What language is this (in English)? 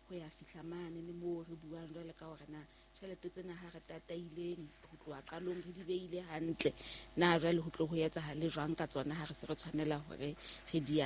Southern Sotho